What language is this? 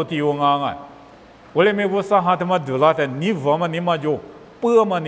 Lisu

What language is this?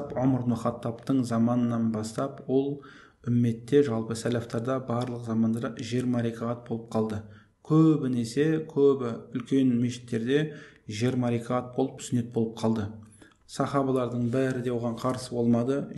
Kazakh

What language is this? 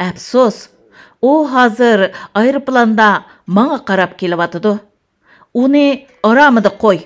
Uyghur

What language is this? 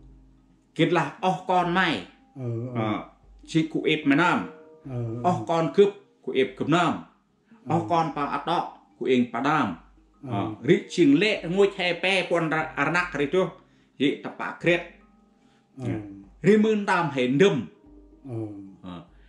Central Mnong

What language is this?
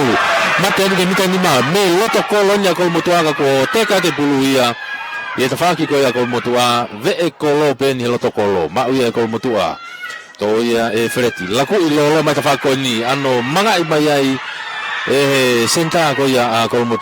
Tongan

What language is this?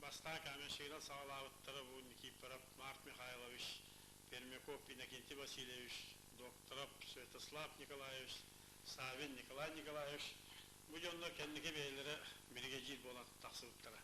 Yakut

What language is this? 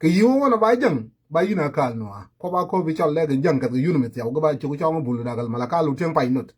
Nuer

